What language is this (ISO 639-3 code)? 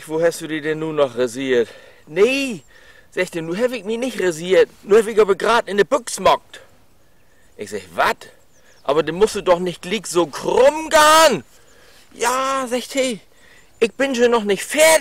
nds